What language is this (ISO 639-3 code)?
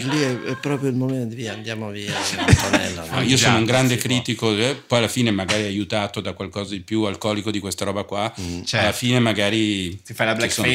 ita